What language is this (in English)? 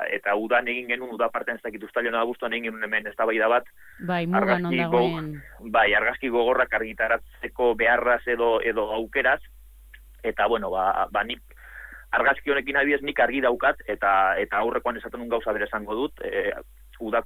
Basque